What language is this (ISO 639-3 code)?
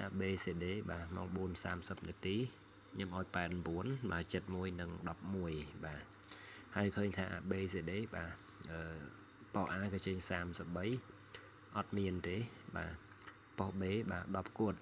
khm